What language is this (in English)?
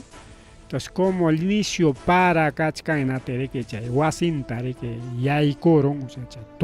Ayacucho Quechua